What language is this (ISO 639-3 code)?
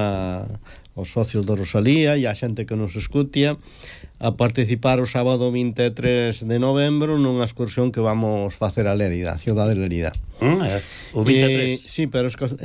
glg